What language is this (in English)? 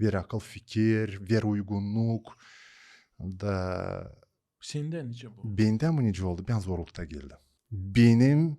Gagauz